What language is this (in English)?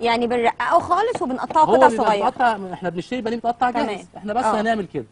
Egyptian Arabic